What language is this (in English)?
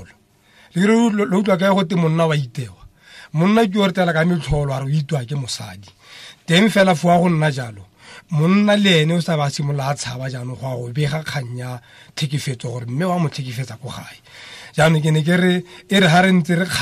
Tswana